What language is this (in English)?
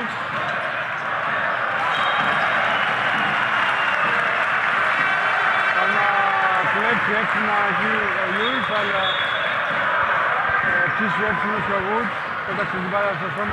Greek